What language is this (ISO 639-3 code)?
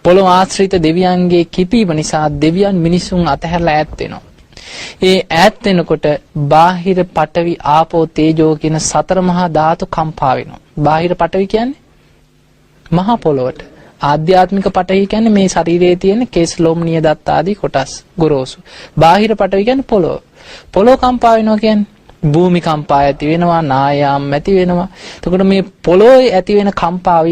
sin